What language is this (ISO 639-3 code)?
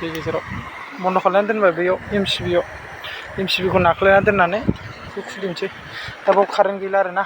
brx